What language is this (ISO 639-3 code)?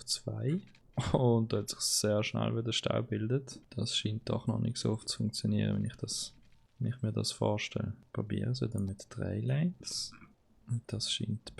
gsw